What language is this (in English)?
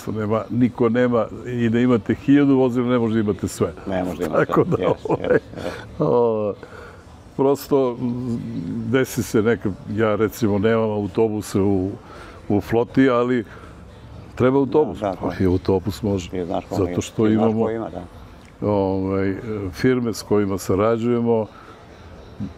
Serbian